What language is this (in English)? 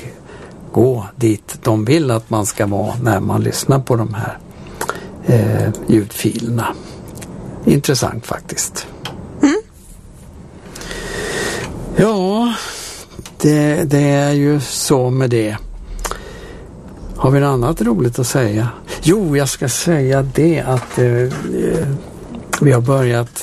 Swedish